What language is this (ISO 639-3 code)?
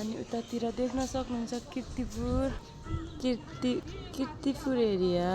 nep